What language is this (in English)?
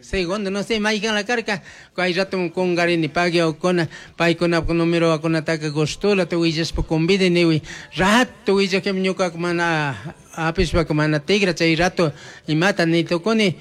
Chimborazo Highland Quichua